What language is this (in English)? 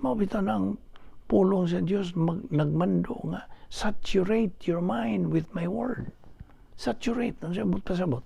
Cebuano